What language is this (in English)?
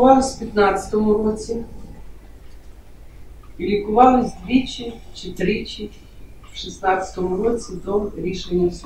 Ukrainian